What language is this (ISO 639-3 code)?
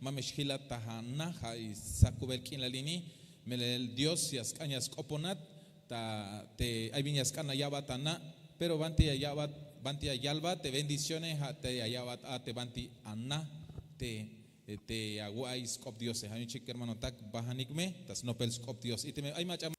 tzh